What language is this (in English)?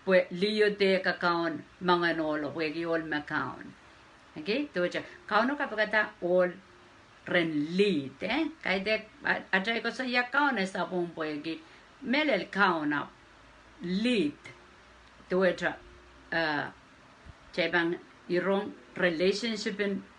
Pohnpeian